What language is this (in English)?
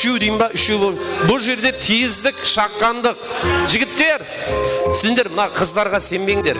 Kara-Kalpak